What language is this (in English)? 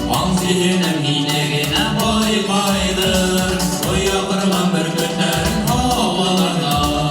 Bashkir